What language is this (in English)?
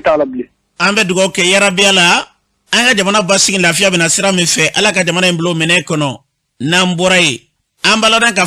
Bambara